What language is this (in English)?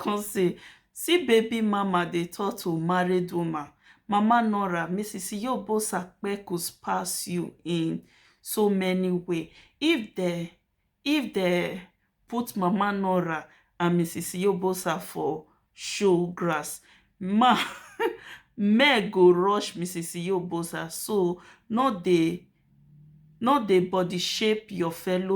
Nigerian Pidgin